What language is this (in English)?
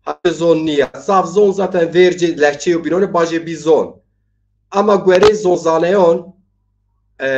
Zaza